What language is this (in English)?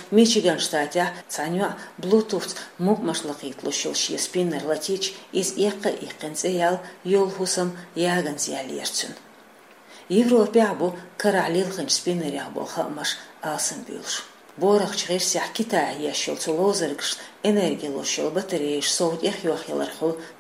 Chechen